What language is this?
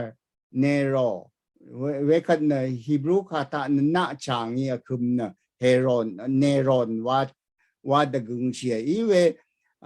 Rawang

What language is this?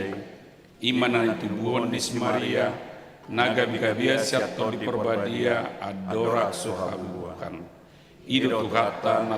Batak Toba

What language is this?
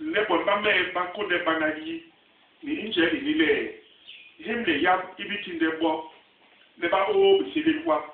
Basaa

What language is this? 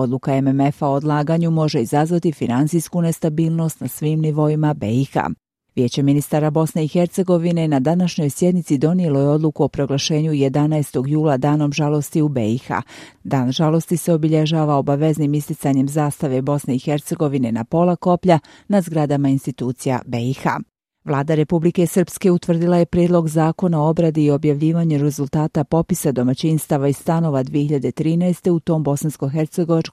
Bosnian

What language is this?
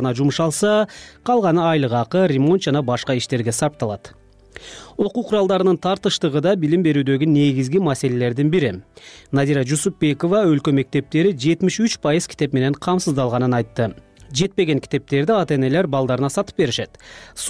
Kyrgyz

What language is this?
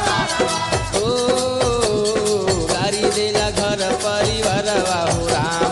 Bhojpuri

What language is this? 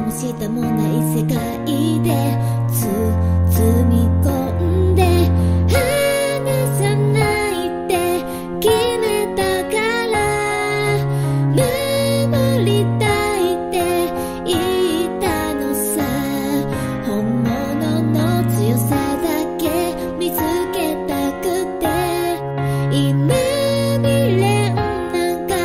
Japanese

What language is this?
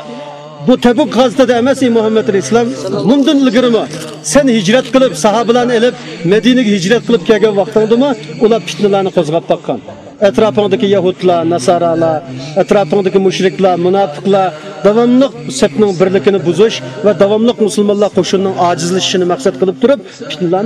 Uyghur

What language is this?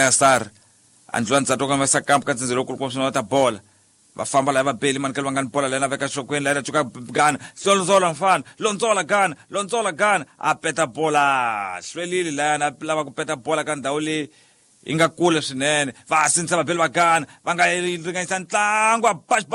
Tsonga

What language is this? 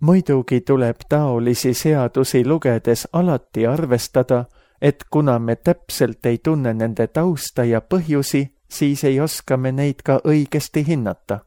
Estonian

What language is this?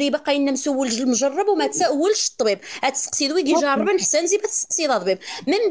Moroccan Arabic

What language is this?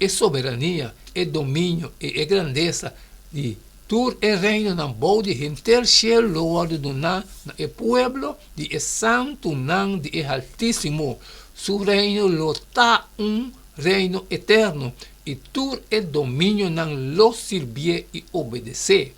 Papiamento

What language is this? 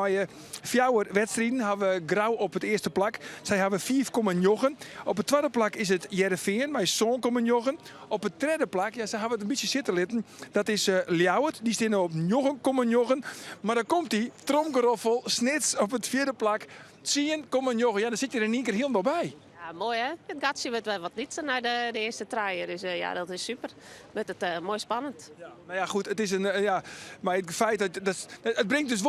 Western Frisian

